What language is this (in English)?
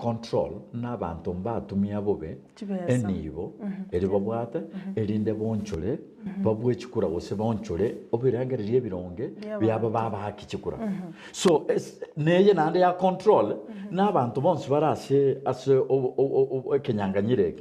Gusii